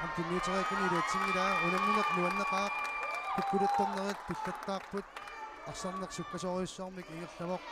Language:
Kalaallisut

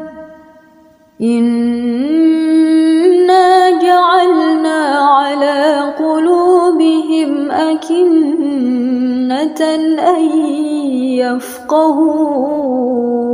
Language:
Arabic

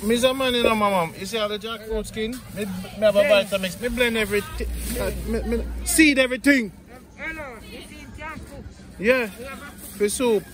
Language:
Jamaican Creole English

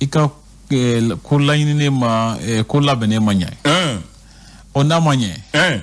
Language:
Bambara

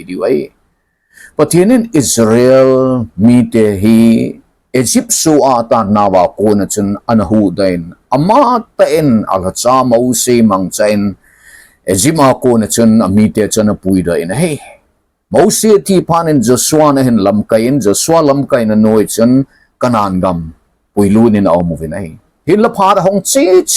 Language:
Thado Chin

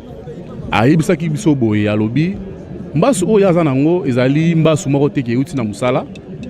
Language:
Lingala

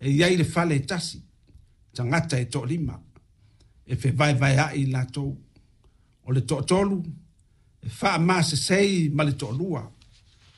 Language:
Samoan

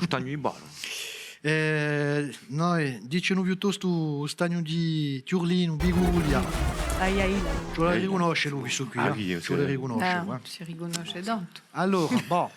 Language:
Corsican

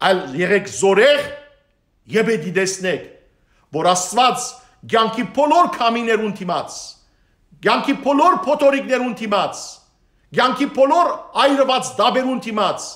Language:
Western Armenian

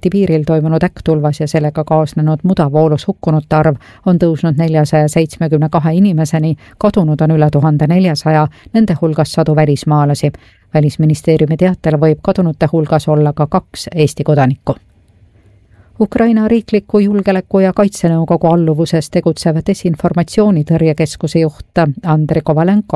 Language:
Estonian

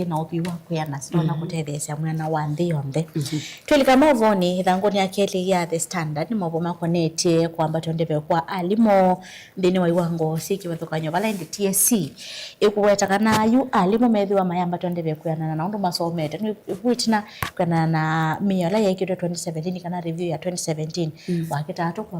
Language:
Kamba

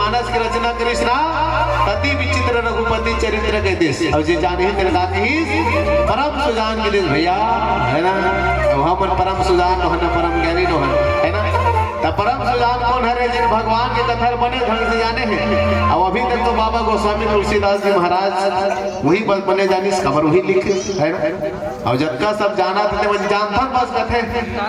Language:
Chhattisgarhi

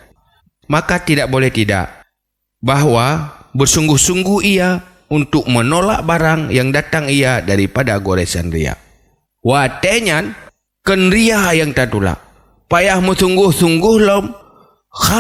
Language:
Achinese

